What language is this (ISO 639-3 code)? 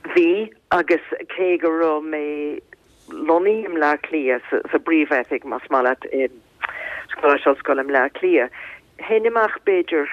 gle